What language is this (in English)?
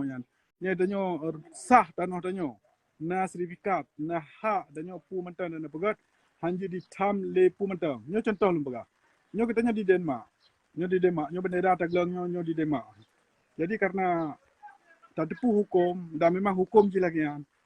Achinese